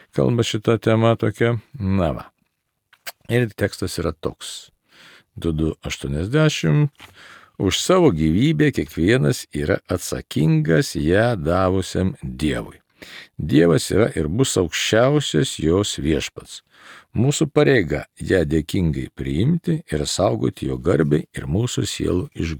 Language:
Lithuanian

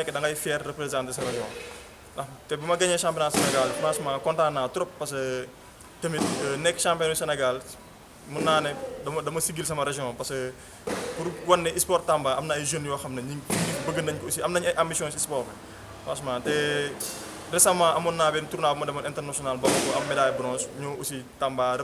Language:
Wolof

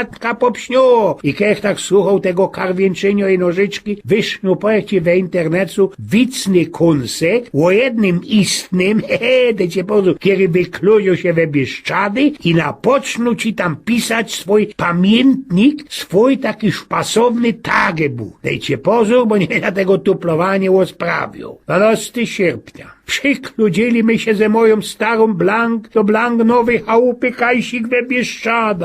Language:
Silesian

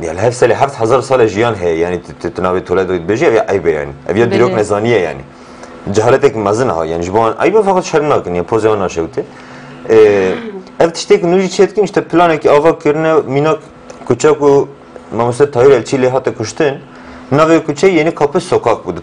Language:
Kurdish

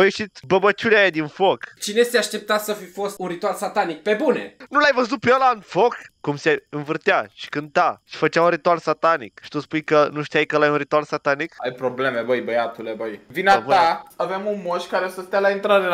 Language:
Romanian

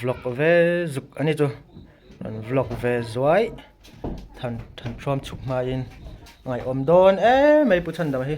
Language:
Hmar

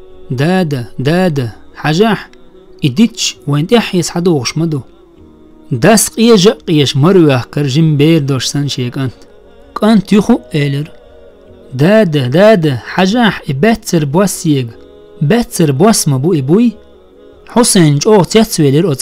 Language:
Chechen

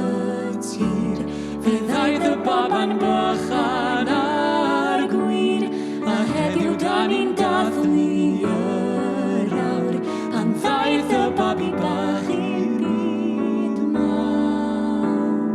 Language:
Welsh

